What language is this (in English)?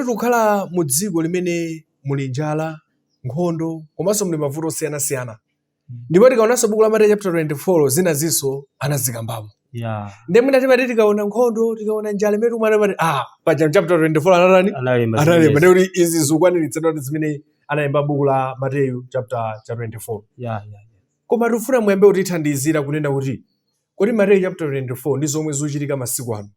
Nyanja